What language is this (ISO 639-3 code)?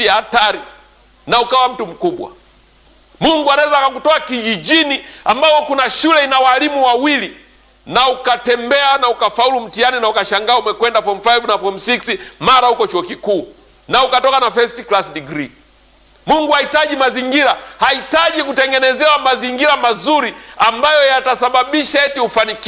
swa